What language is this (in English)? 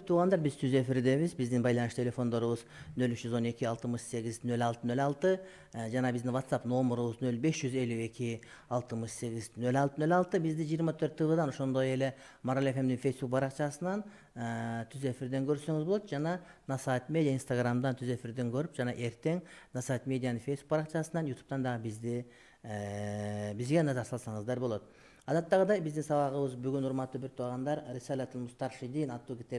Kyrgyz